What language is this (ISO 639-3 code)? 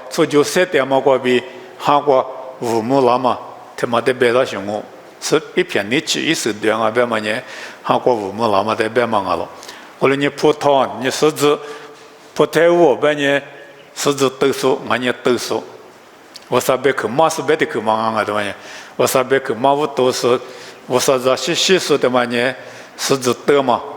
lis